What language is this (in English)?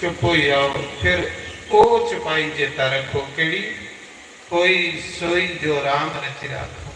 Dogri